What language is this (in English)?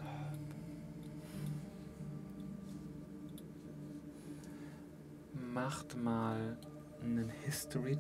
German